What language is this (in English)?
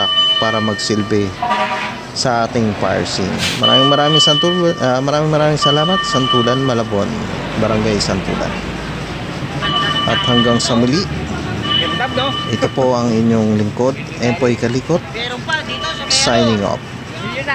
Filipino